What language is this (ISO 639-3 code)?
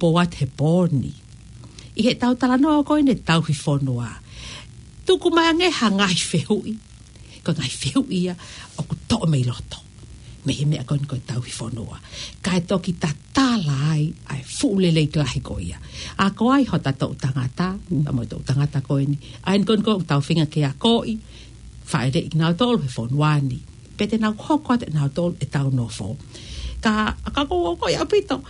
ton